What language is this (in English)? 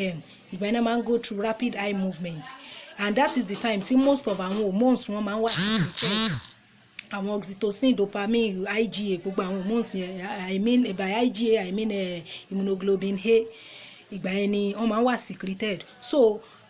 Yoruba